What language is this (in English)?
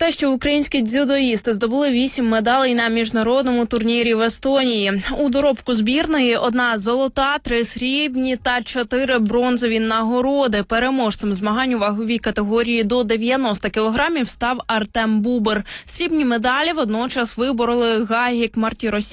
Ukrainian